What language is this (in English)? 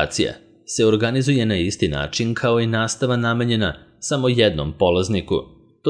Serbian